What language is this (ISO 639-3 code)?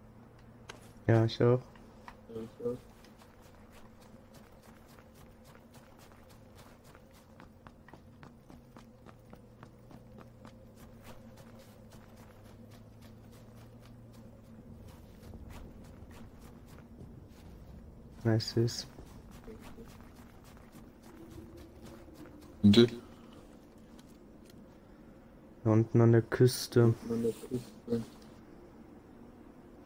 deu